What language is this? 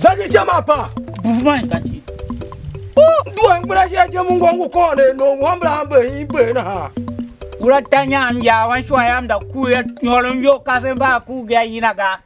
Tiv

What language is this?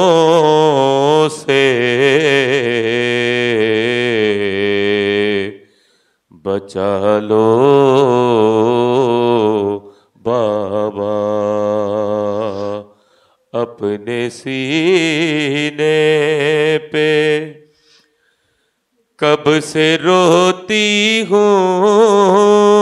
Urdu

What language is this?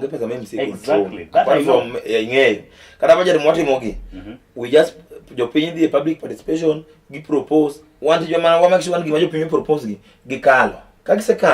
Luo (Kenya and Tanzania)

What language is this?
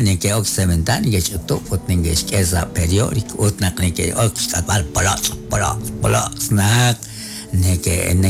Kekchí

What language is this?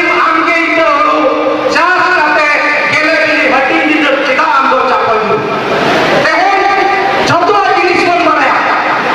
Santali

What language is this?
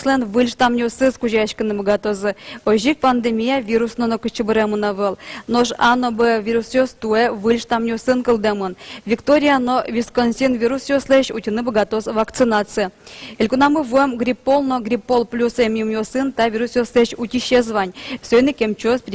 Udmurt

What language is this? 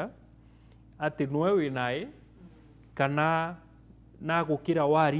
Meru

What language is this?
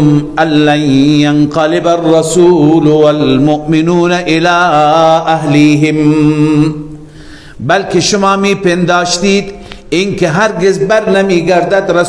Persian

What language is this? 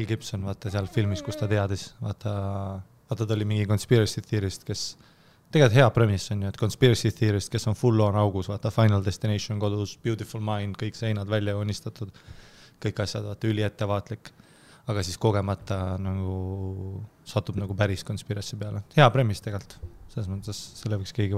Estonian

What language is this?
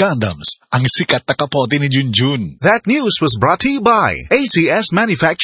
Filipino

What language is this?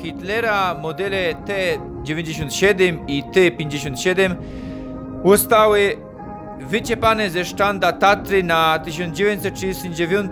Silesian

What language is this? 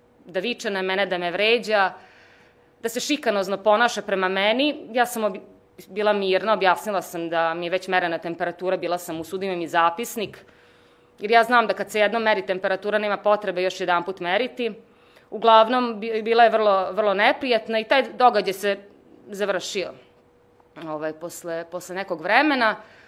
Serbian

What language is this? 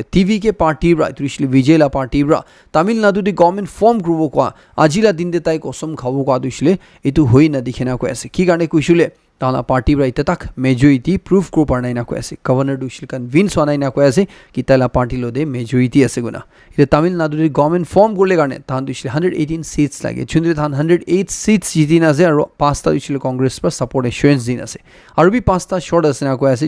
Naga Pidgin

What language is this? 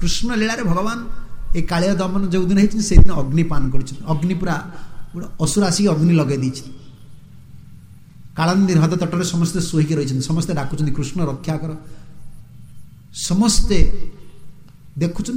Odia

